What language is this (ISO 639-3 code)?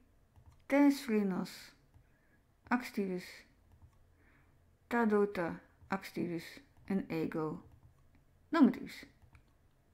nld